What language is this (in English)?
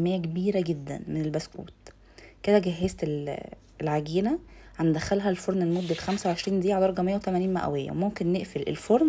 Egyptian Arabic